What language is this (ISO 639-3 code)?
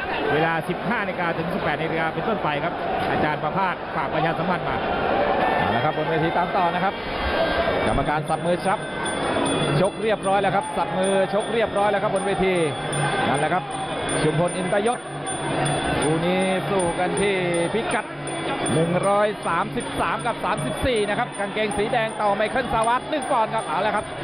tha